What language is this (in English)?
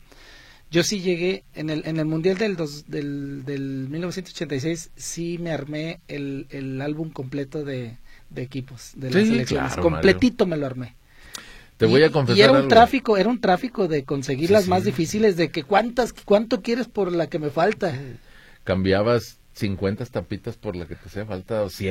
Spanish